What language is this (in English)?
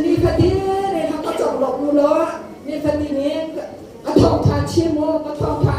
Hakha Chin